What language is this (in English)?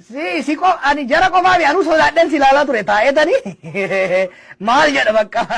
Oromo